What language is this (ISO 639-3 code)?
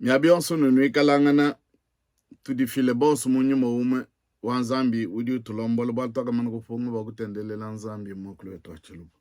lua